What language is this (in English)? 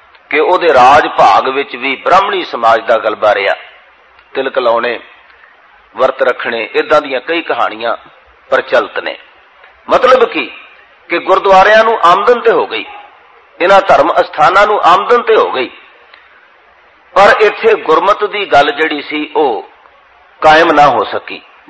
Punjabi